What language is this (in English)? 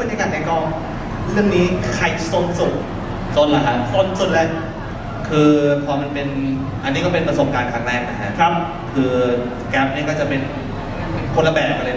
Thai